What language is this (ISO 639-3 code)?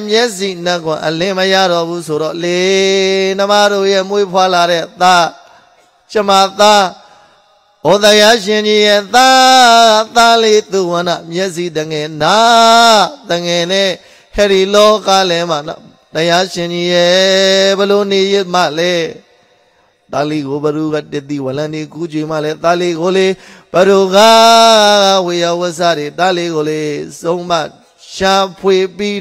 mya